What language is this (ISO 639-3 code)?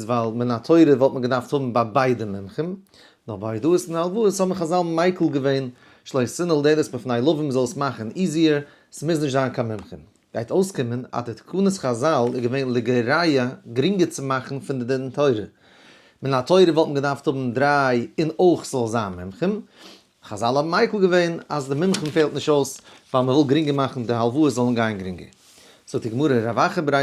yid